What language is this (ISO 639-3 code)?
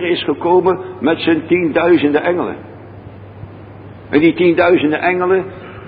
nld